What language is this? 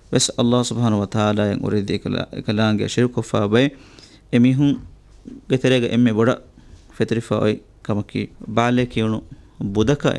Divehi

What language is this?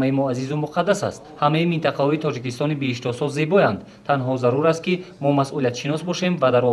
Tajik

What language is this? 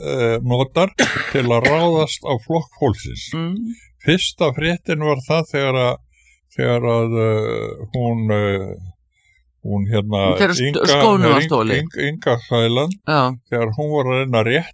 Icelandic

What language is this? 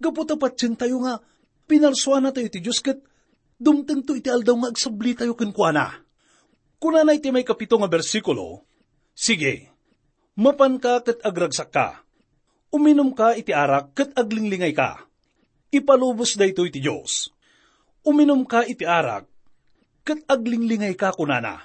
Iloko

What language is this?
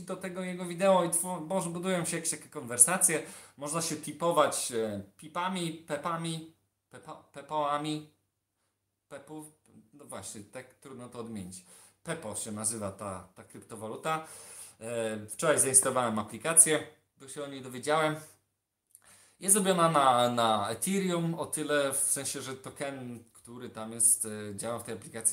Polish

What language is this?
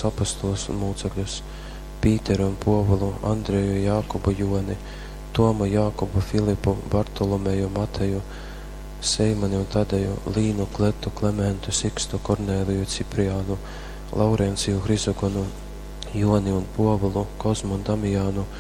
Latgalian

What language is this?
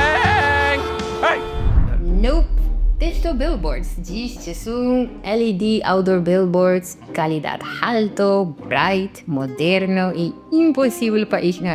Papiamento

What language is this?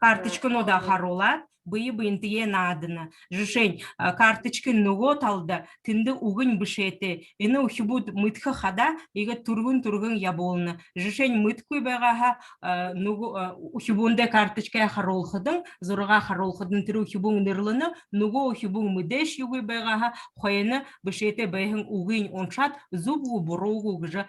Buriat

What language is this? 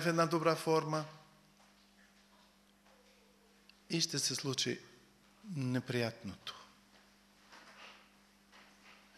Bulgarian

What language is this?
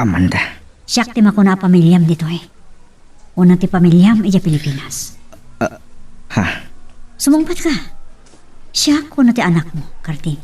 Iloko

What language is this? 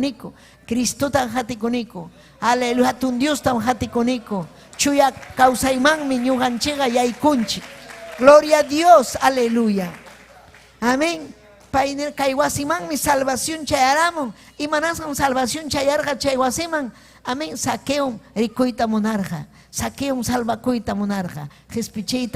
Ayacucho Quechua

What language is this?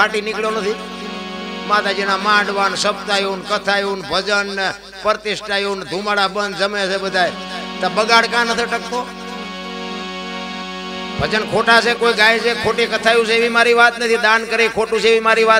Gujarati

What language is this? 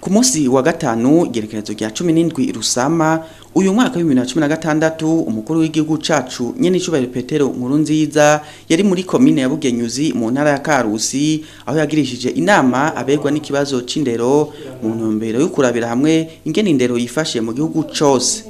Rundi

